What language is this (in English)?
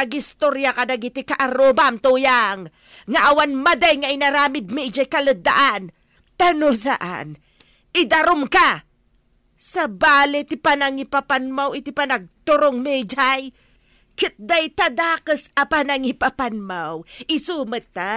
Iloko